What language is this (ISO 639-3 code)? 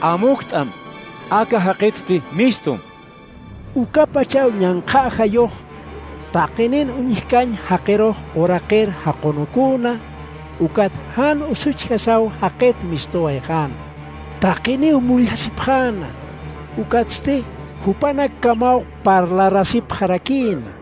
aym